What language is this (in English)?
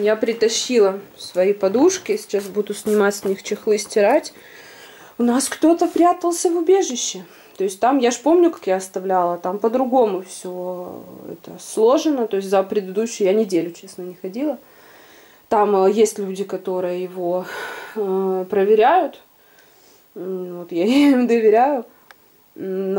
Russian